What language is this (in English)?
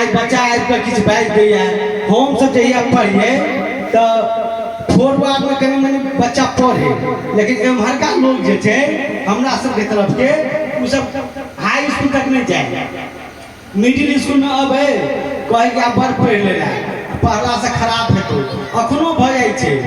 Maithili